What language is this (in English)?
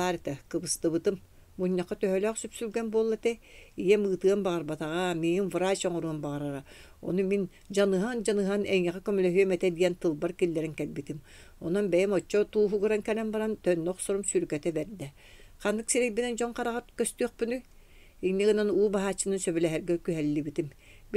Yakut